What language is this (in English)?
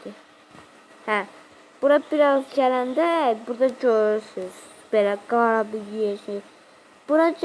Azerbaijani